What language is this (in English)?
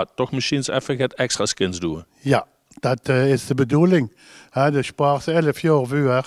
Limburgish